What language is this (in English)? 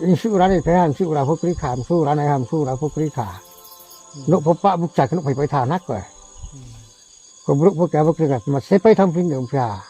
Riang (India)